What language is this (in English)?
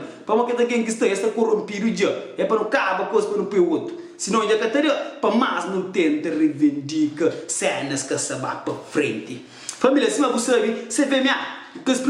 Kabuverdianu